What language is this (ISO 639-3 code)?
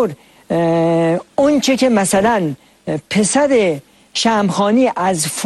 fas